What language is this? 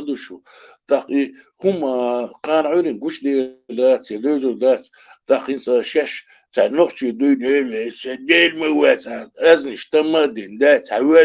Chechen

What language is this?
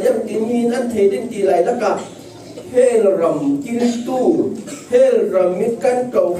Falam Chin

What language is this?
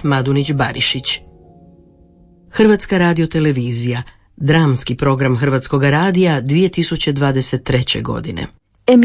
Croatian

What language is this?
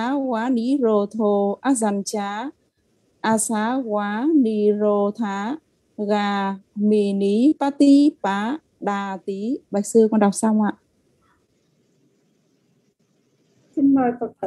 Vietnamese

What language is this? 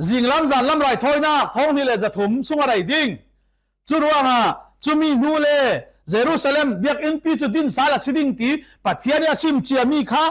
Falam Chin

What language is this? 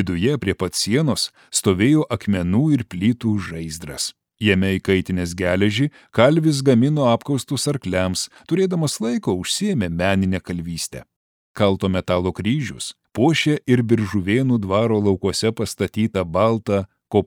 Lithuanian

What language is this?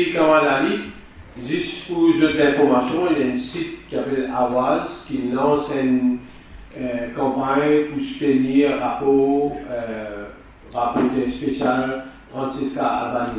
Morisyen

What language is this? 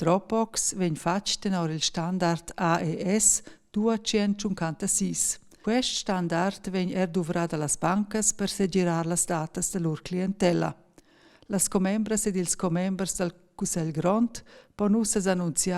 Romansh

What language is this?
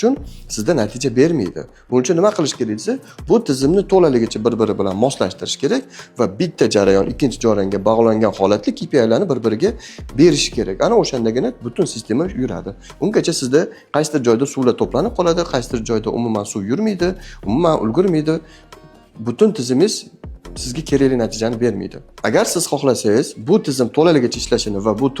Uzbek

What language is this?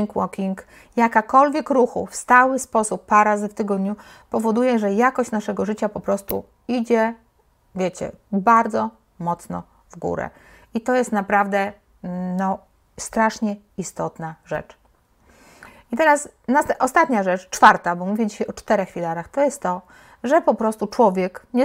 Polish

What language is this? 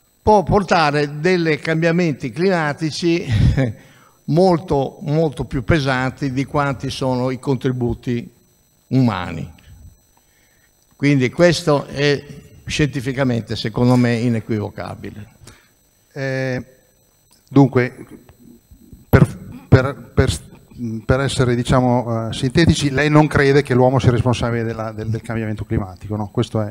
Italian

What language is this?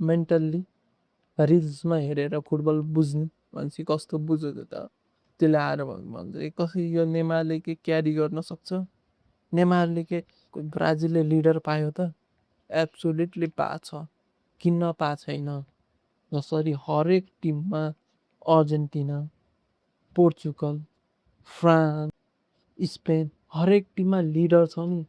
Nepali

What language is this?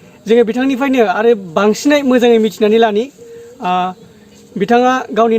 Bodo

